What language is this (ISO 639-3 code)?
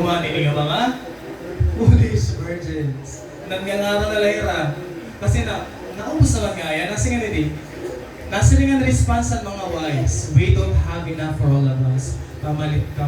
war